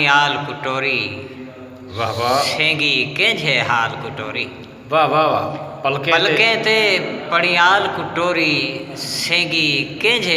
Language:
Saraiki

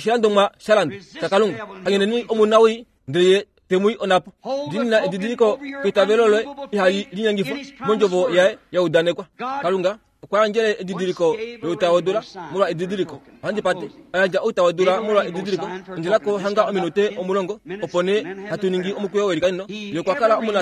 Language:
Kuanyama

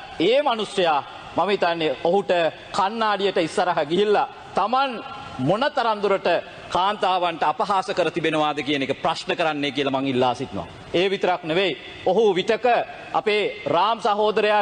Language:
Sinhala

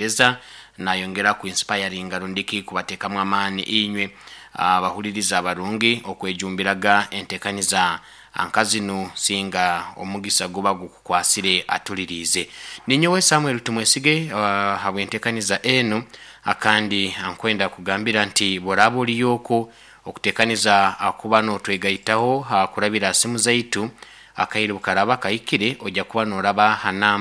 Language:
Nyoro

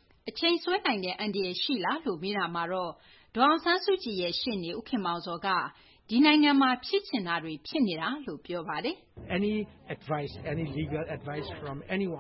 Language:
Burmese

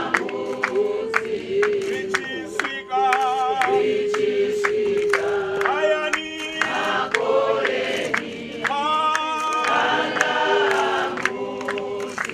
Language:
Venda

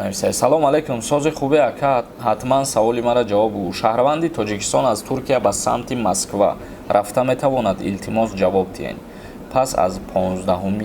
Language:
Tajik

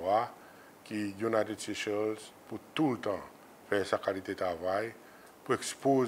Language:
Seselwa Creole French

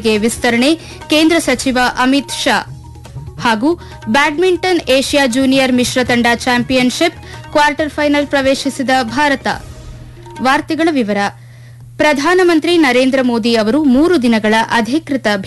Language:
Kannada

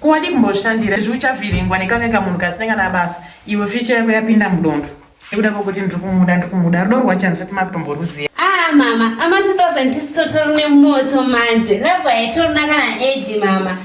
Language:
Shona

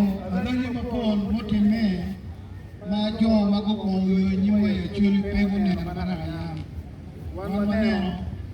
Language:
Acoli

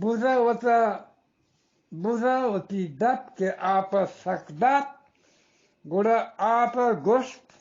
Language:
Eastern Balochi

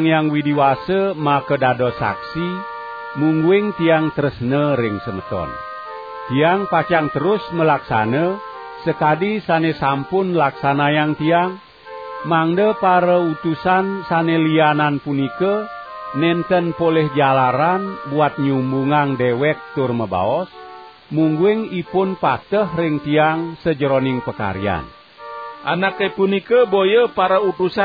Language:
Balinese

